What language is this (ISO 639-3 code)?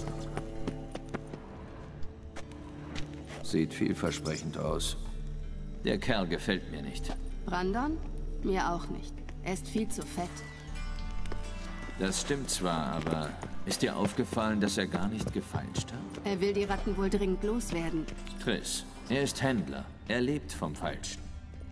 deu